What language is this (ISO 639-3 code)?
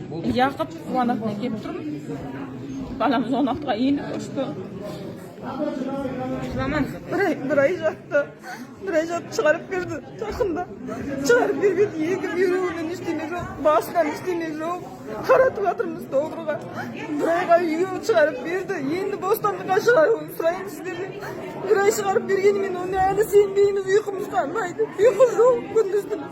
kaz